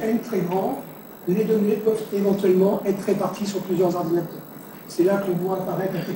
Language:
French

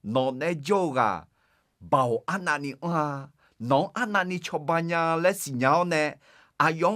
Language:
Akha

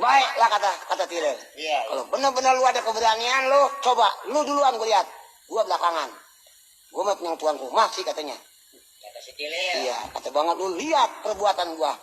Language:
Betawi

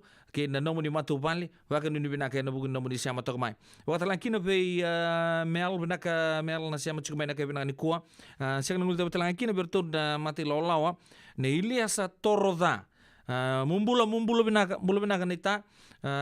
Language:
Fijian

